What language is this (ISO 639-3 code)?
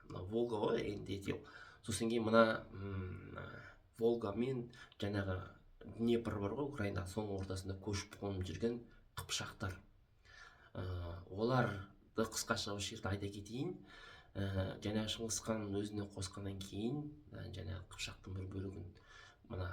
kaz